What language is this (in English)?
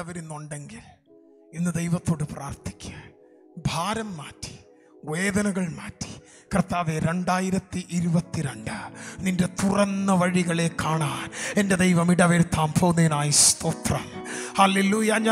Malayalam